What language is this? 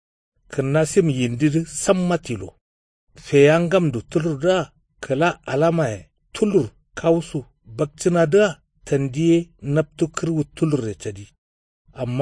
Kanuri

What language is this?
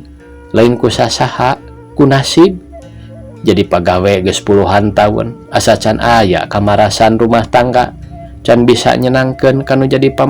Sundanese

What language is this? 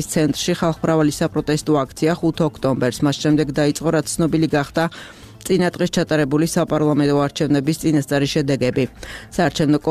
Georgian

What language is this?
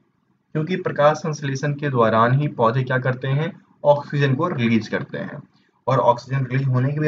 Hindi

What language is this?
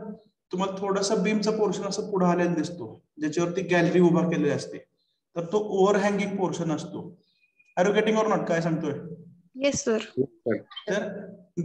Marathi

